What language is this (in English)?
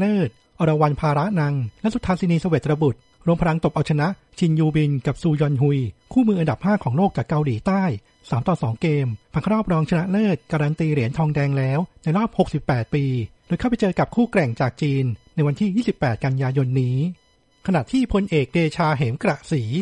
Thai